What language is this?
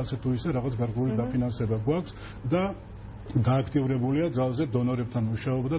Georgian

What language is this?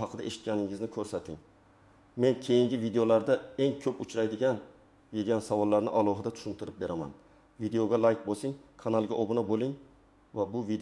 Uzbek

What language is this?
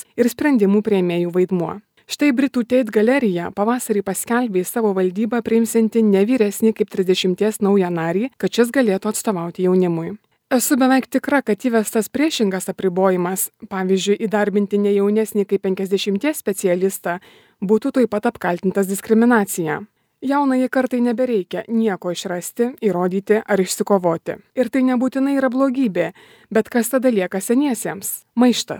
Lithuanian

